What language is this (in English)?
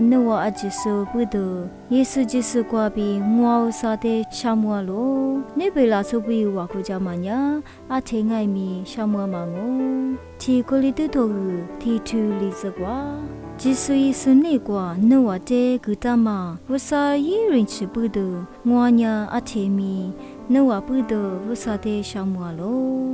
Lisu